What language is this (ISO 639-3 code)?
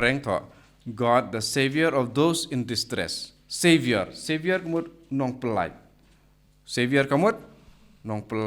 kha